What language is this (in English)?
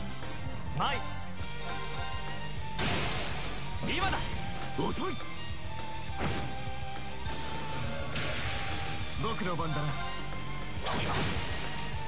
Japanese